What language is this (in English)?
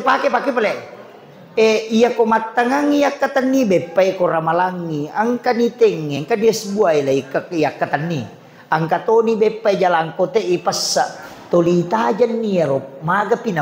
Buginese